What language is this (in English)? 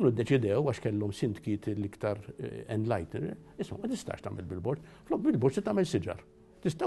Maltese